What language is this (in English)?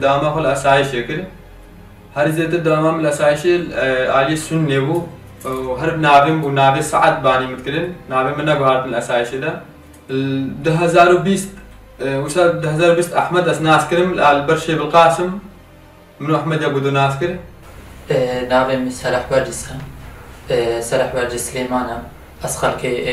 Kurdish